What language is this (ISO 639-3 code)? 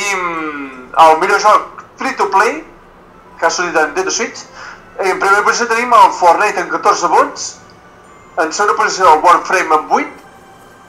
cat